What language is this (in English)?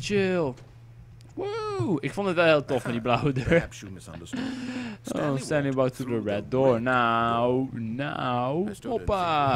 Dutch